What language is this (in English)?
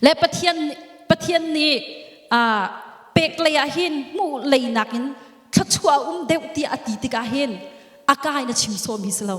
Hakha Chin